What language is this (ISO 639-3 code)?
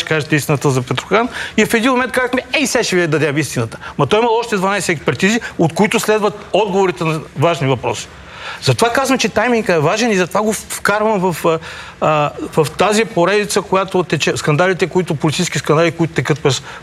bul